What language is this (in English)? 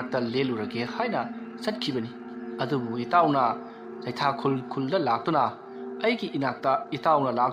Manipuri